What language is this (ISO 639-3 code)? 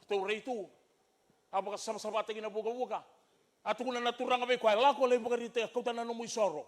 fij